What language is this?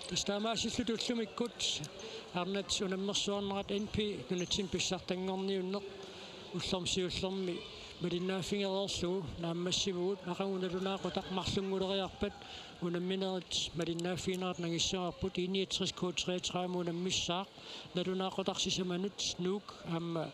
Kalaallisut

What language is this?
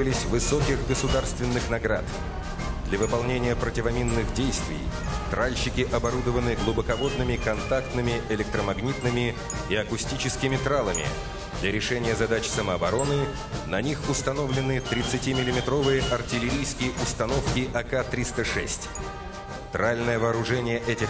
Russian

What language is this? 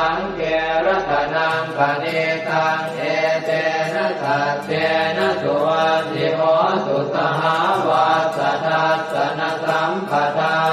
Pali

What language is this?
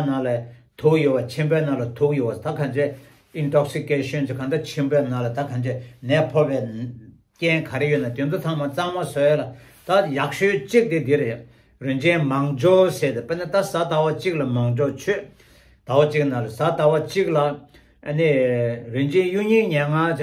Tibetan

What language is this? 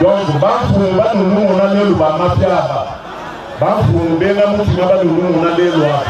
Luba-Lulua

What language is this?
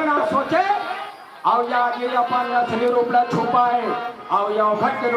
Chhattisgarhi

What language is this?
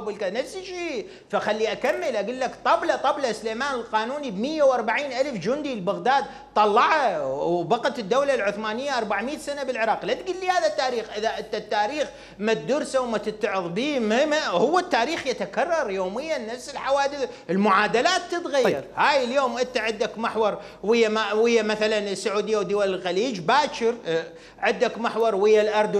Mesopotamian Arabic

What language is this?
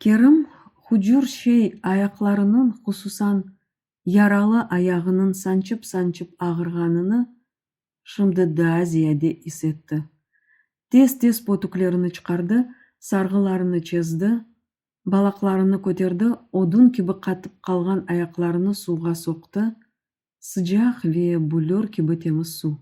Crimean Tatar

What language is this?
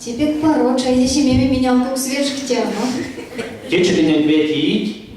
Erzya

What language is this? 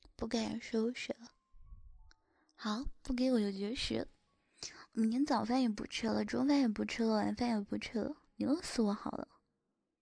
Chinese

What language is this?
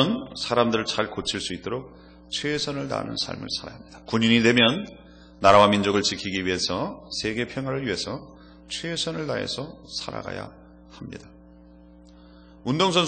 Korean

